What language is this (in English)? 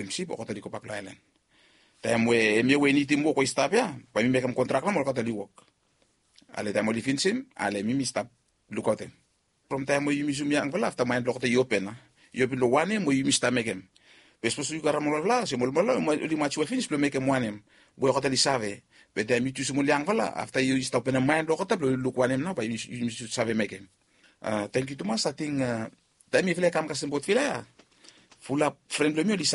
Bislama